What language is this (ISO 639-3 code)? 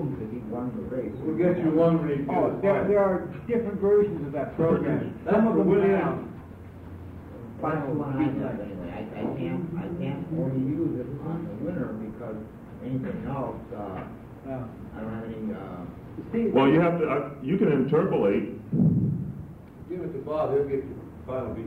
eng